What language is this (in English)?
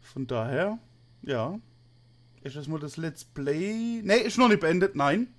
Palatine German